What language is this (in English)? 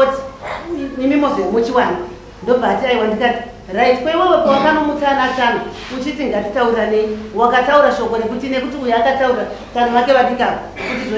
Shona